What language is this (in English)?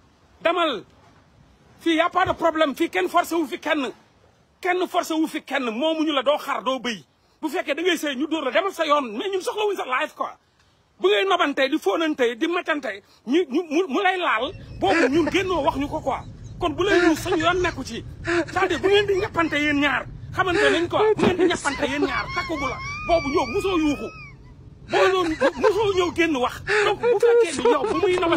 Wolof